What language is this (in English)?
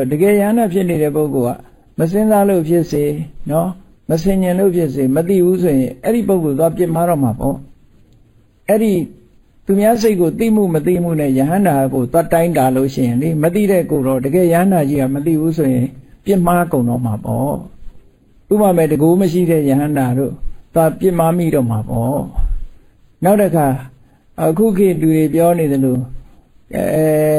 Burmese